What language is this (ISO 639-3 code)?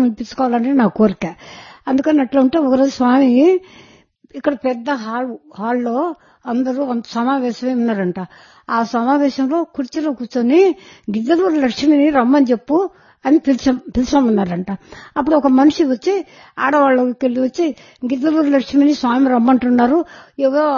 tel